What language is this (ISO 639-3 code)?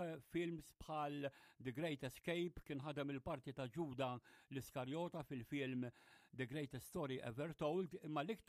mlt